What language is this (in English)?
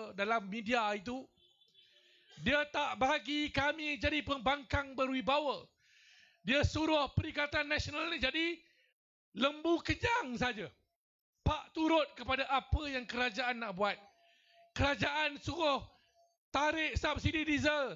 Malay